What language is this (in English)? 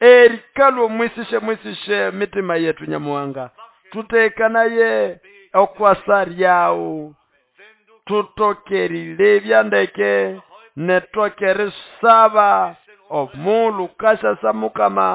Nande